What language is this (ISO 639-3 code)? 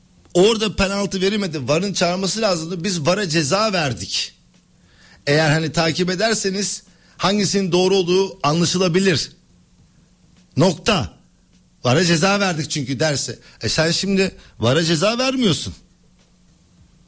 tur